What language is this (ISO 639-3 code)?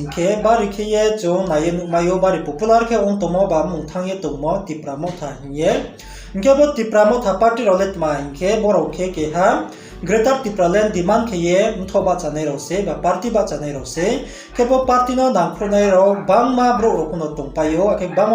ria